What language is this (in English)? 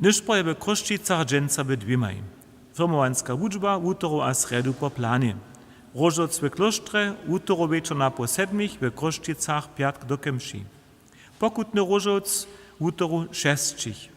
Upper Sorbian